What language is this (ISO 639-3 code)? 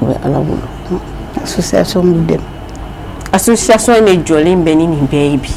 bam